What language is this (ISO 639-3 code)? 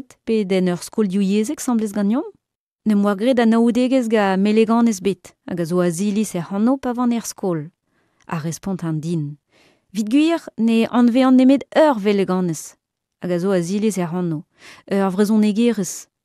bre